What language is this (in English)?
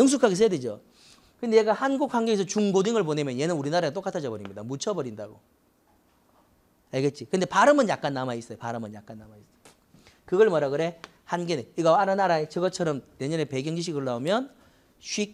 Korean